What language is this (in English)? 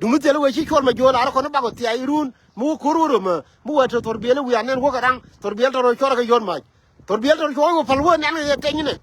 Nuer